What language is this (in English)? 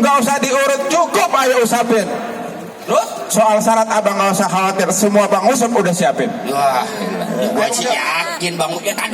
Betawi